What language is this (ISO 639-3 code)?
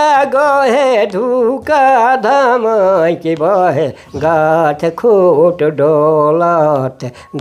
sck